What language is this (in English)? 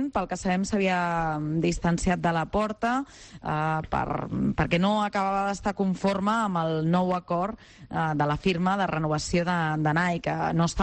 Catalan